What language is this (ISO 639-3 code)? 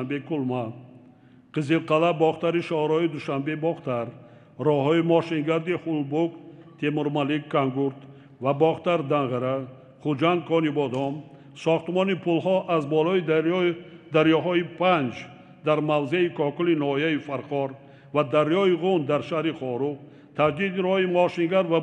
tgk